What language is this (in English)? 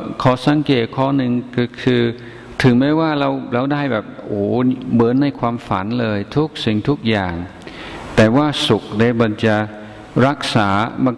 Thai